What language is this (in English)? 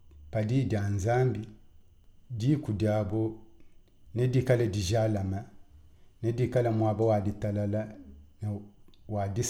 Luba-Lulua